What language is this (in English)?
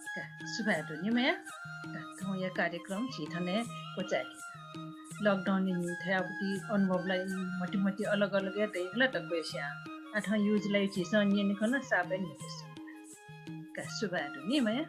Newari